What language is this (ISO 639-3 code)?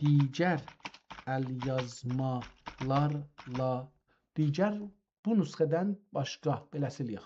azb